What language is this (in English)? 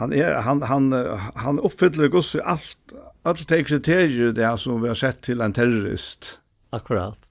Faroese